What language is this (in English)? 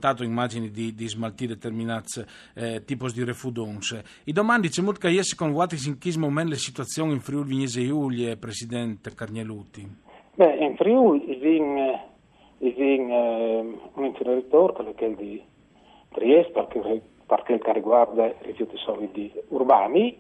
Friulian